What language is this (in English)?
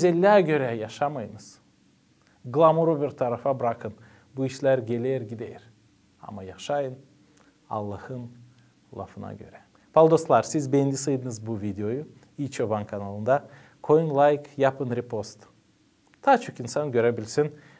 Gagauz